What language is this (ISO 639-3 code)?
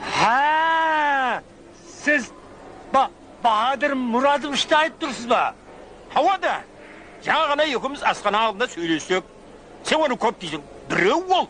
kaa